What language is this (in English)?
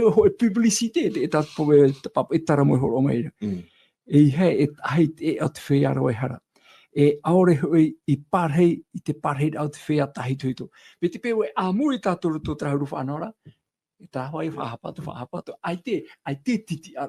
Tahitian